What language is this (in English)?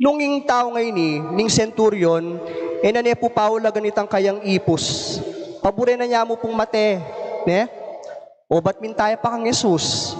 Pampanga